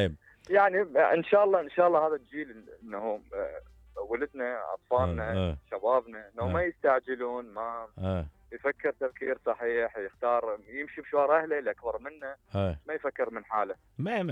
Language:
Mesopotamian Arabic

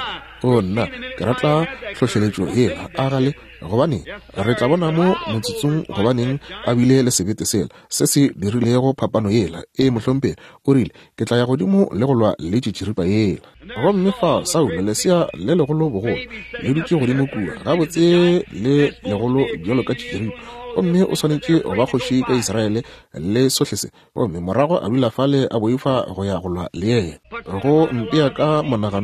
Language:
Northern Sotho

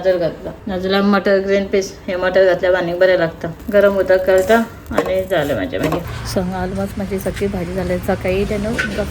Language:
Konkani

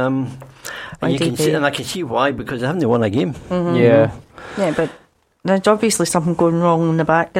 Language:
English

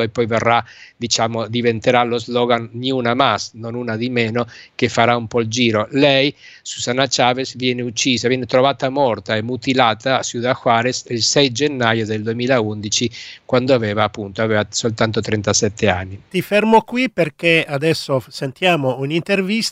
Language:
Italian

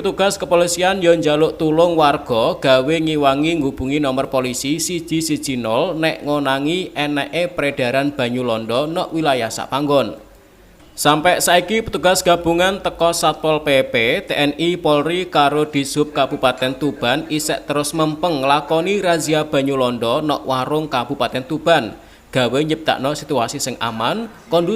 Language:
Javanese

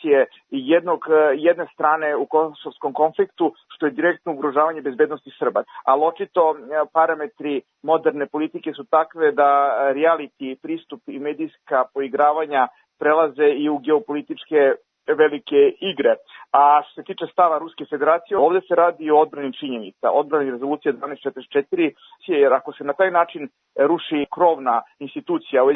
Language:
Serbian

